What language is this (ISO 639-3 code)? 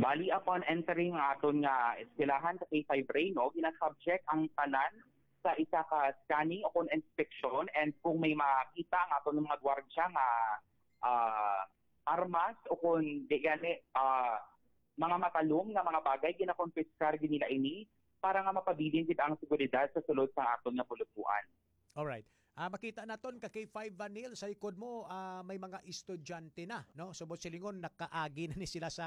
hil